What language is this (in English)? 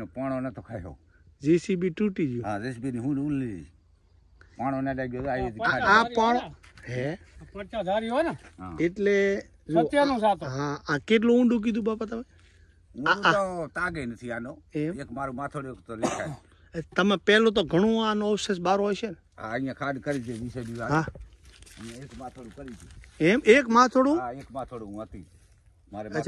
Gujarati